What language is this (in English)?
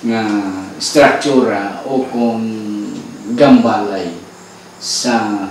Hiligaynon